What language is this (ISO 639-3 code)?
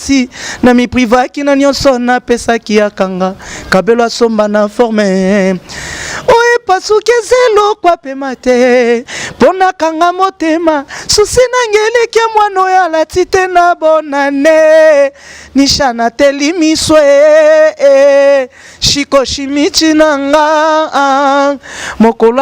lin